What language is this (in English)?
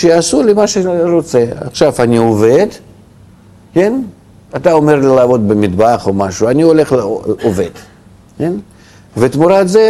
Hebrew